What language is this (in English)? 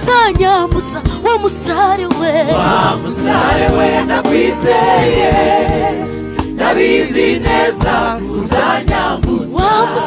Kinyarwanda